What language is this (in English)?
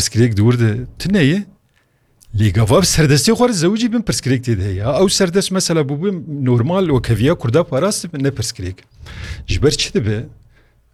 Kurdish